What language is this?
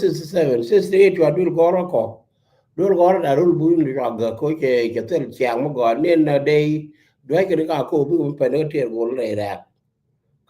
Nuer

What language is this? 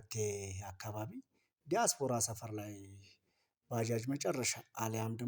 Amharic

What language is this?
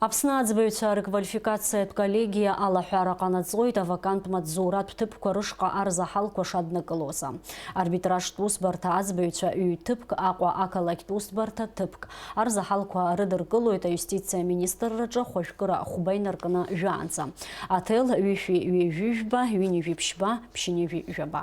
Abkhazian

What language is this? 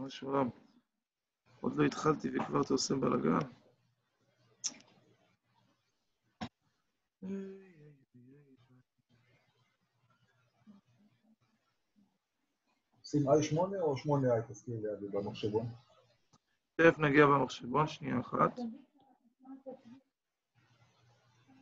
Hebrew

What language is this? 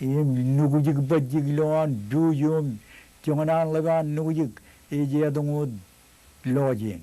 Marshallese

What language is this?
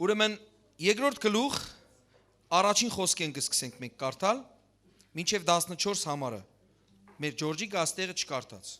Western Armenian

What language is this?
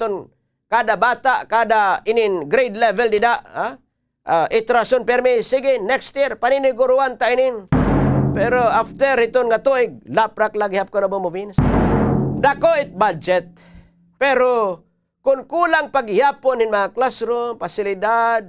Waray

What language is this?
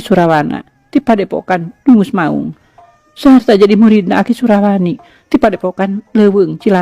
Sundanese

